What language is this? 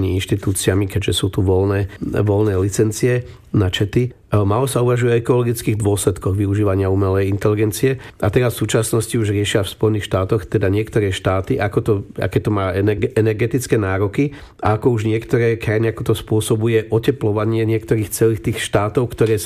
Slovak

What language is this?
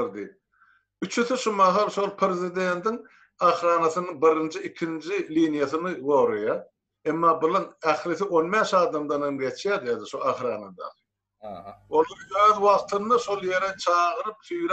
Turkmen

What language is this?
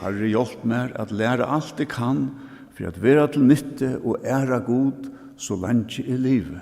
Faroese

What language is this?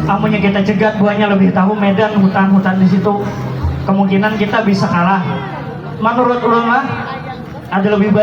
Banjar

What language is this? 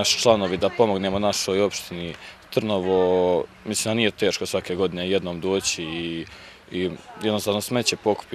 Bosnian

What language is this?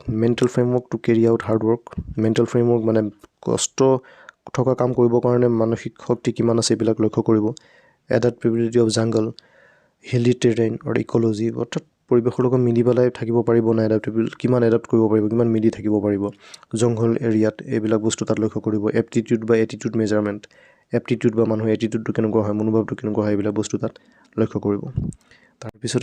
Assamese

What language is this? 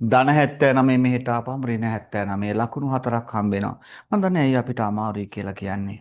Sinhala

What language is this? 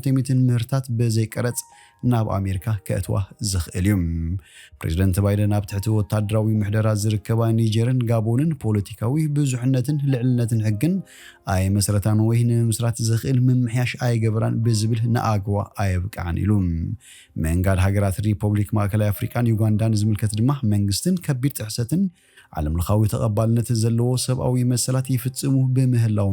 Tigrinya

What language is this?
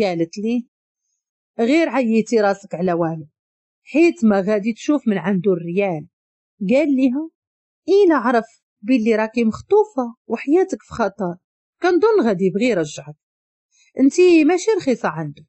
Moroccan Arabic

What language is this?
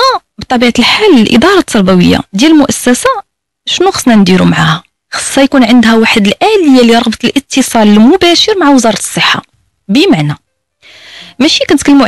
Moroccan Arabic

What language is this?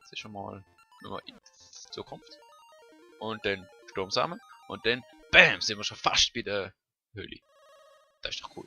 Swiss German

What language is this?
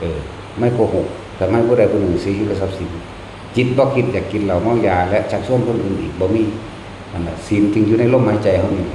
Northeastern Thai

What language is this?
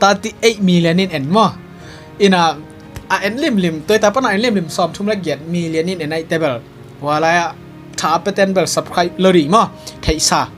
Tedim Chin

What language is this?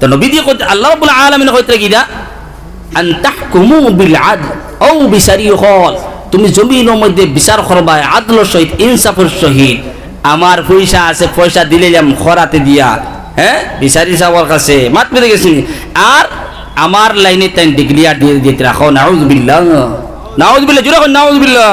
Sylheti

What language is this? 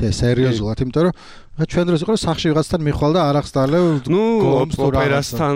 Georgian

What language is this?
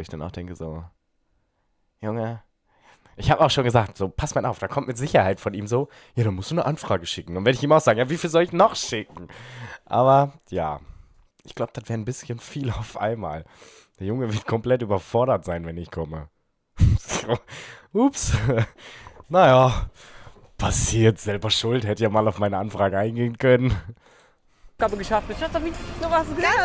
German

